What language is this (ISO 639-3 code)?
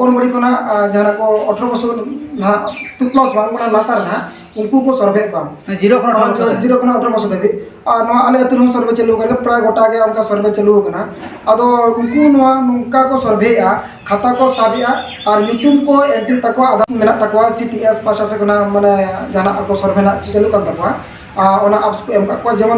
sat